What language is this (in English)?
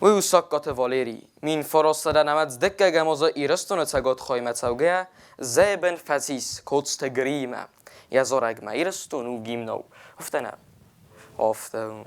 Ossetic